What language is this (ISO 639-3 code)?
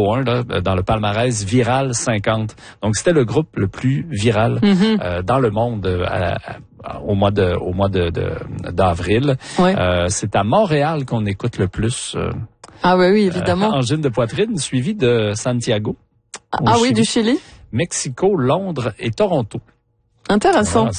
fra